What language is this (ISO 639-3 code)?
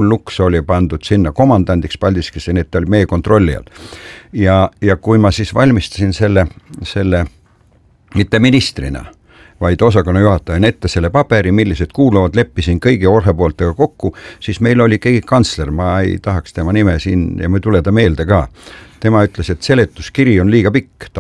est